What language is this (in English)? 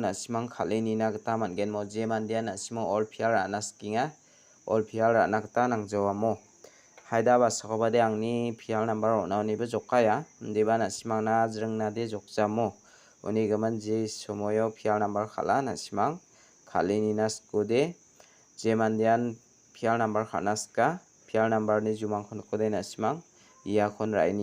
Garo